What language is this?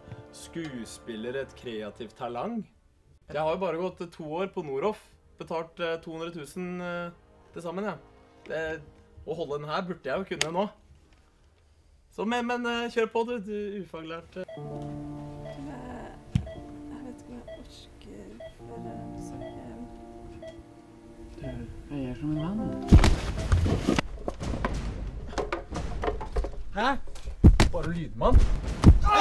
Norwegian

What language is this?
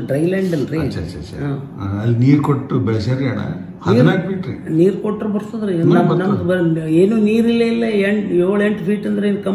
Kannada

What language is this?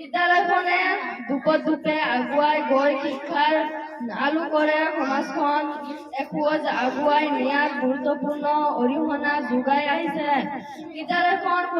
Assamese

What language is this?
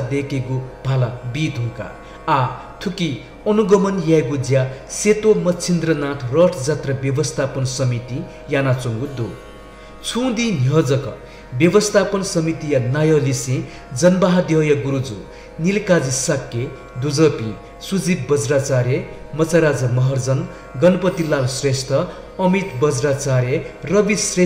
Newari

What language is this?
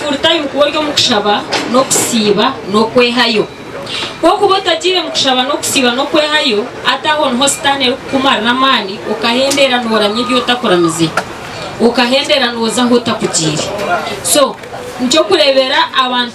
Nyankole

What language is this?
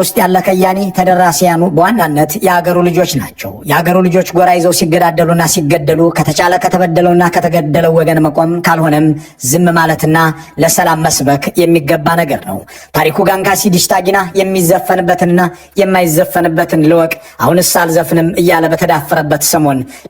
Amharic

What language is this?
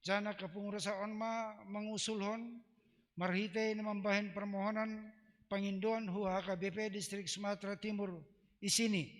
Batak Simalungun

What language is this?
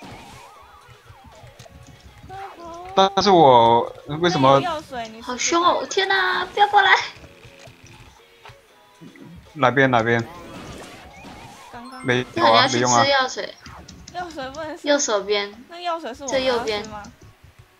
Chinese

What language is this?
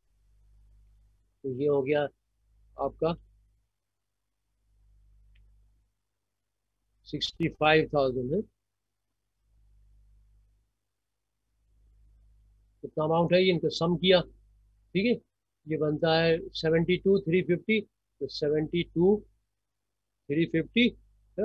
Hindi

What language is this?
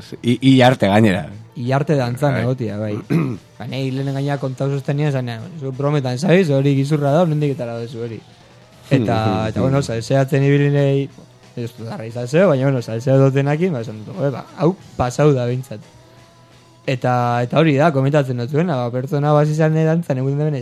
Basque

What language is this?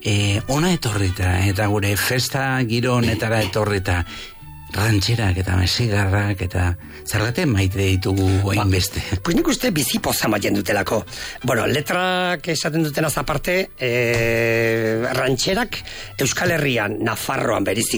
Basque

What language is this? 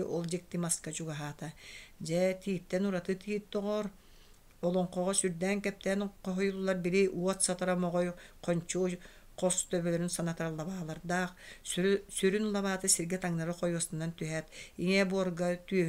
Yakut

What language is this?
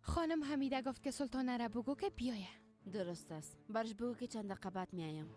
Persian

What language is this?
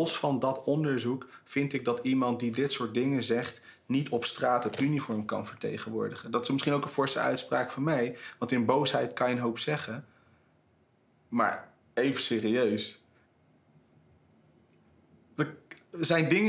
Dutch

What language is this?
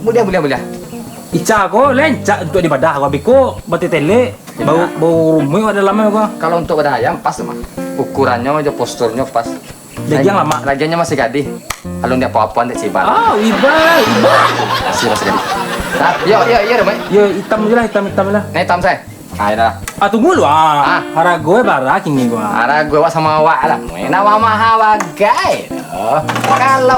Minangkabau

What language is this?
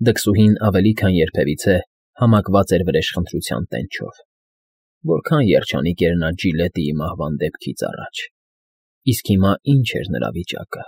Armenian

